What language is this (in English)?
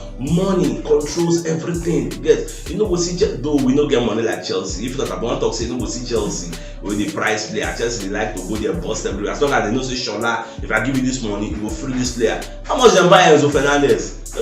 Nigerian Pidgin